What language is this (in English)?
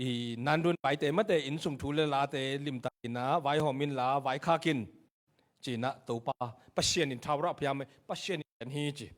Tedim Chin